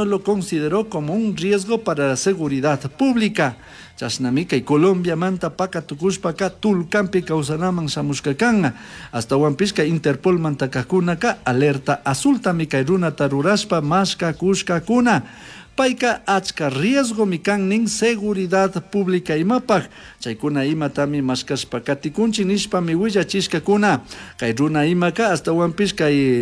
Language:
Chimborazo Highland Quichua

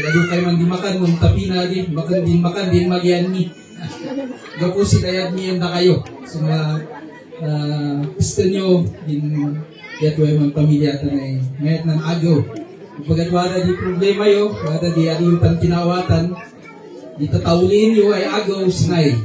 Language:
Kankanaey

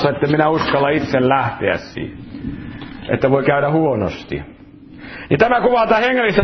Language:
Finnish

